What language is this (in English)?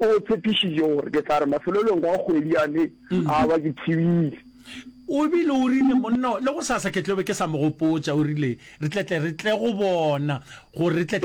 Northern Sotho